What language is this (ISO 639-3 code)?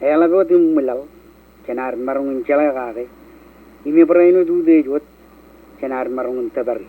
mah